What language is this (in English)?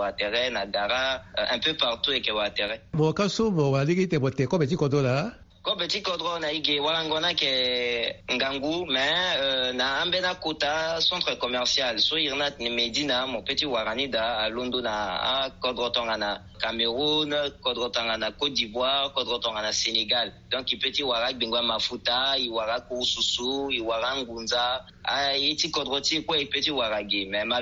Sango